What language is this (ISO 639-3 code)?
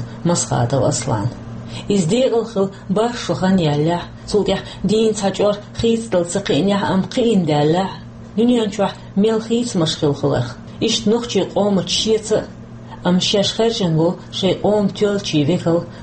che